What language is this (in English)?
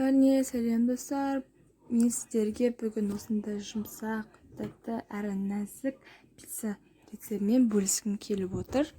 Kazakh